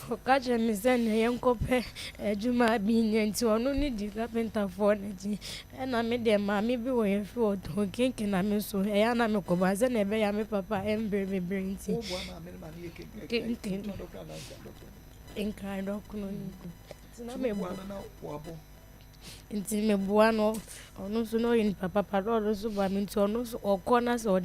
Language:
Akan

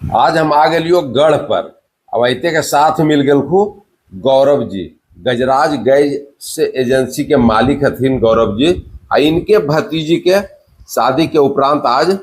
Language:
Magahi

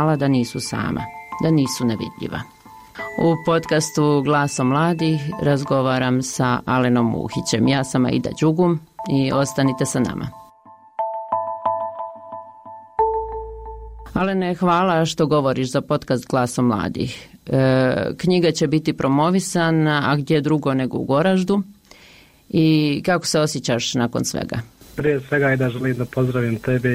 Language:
Bosnian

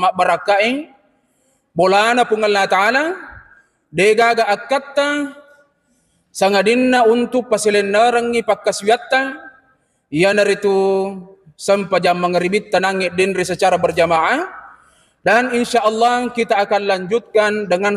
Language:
Buginese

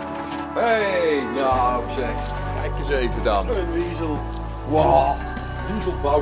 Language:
Dutch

